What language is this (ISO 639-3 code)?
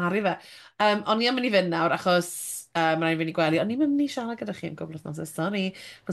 cym